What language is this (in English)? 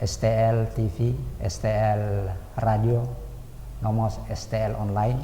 Tetum